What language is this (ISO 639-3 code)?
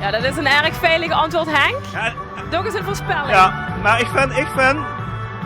lim